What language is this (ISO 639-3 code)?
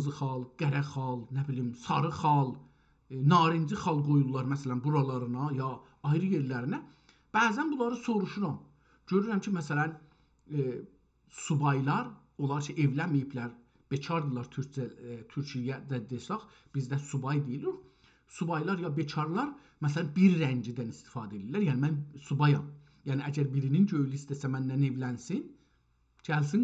azb